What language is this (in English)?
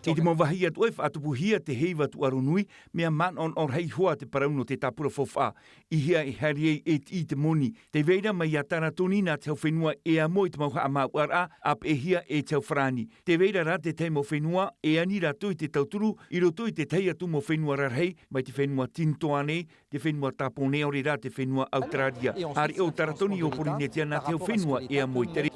Tahitian